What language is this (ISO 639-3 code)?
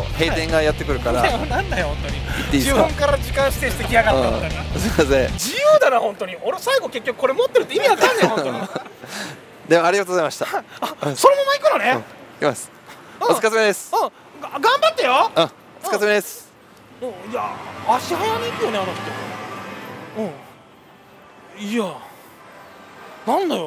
jpn